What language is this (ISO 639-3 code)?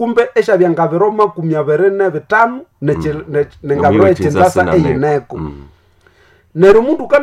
nnb